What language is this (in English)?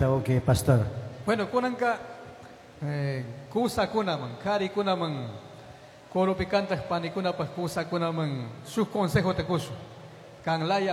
Chimborazo Highland Quichua